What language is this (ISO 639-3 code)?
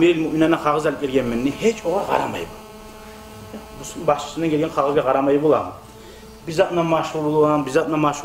kum